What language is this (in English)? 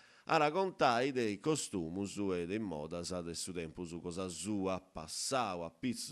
Sardinian